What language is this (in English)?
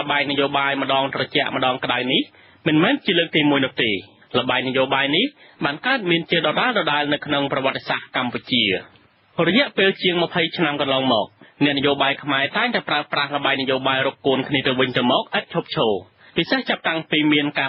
Khmer